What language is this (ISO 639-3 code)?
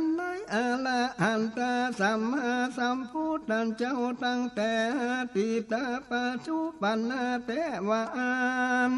nod